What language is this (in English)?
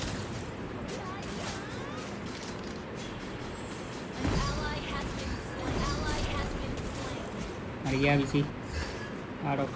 Hindi